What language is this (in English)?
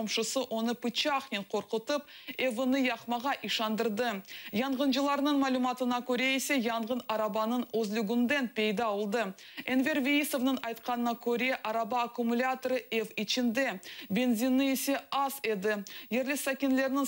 Crimean Tatar